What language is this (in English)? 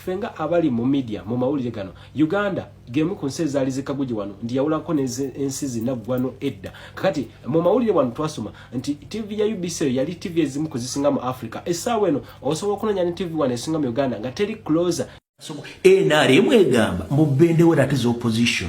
Ganda